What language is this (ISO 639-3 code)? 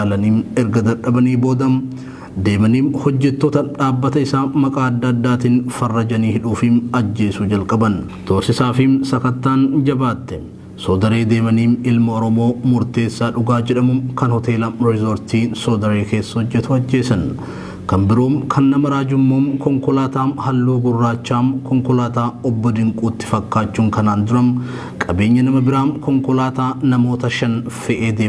orm